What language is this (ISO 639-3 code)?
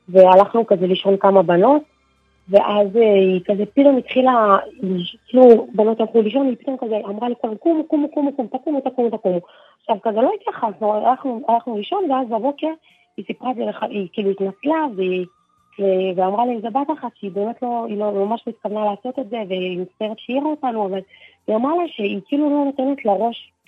heb